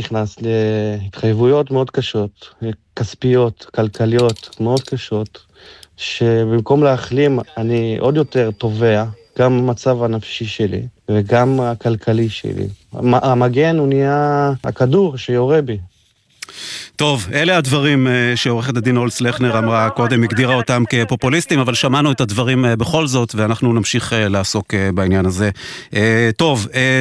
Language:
Hebrew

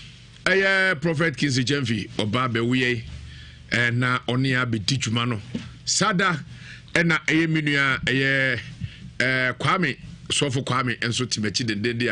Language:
Akan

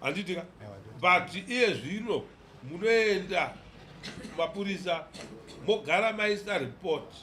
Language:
Shona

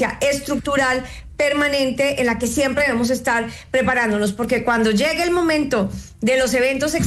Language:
Spanish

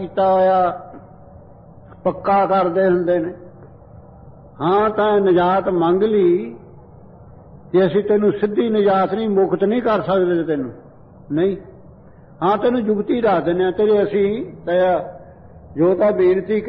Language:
Punjabi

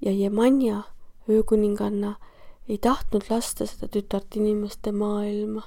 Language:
Estonian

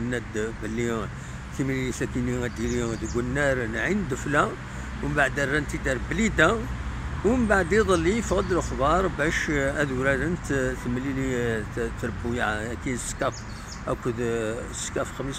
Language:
Kabyle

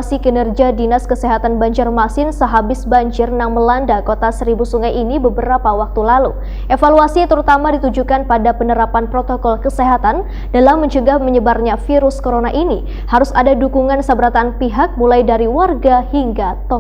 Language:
Banjar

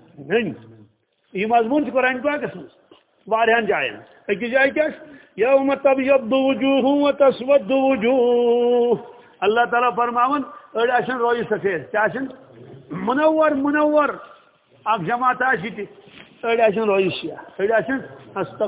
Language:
Kashmiri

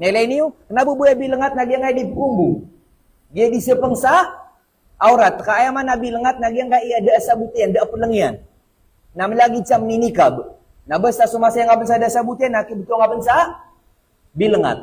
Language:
Maranao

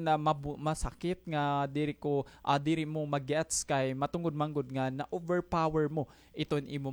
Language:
Waray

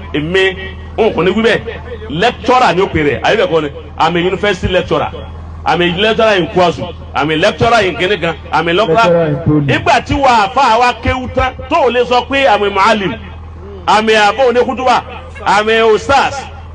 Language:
Yoruba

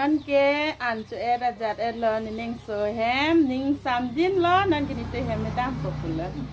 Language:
Karbi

